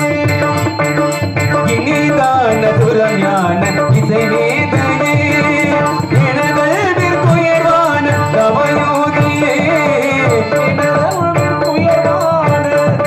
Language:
Tamil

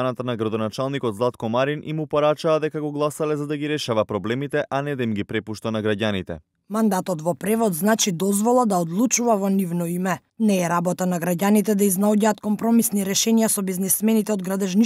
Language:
Macedonian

